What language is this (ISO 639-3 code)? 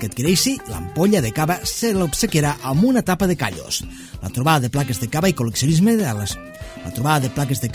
cat